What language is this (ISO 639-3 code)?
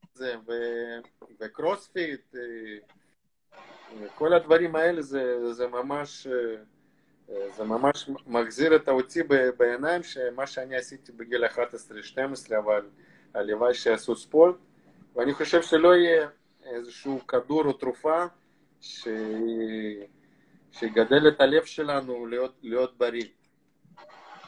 heb